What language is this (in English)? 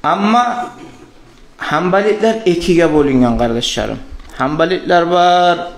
Kumyk